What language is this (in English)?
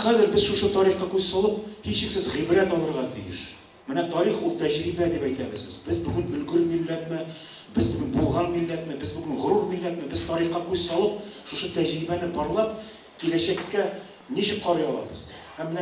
Tatar